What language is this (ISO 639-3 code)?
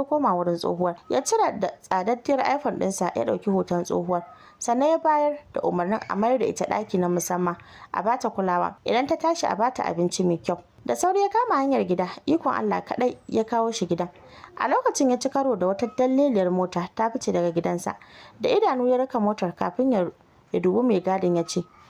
hau